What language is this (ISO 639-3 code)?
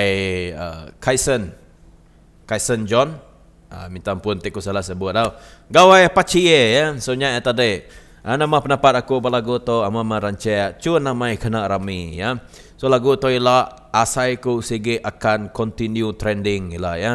iba